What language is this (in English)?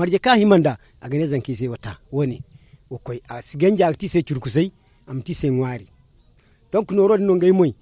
Zarma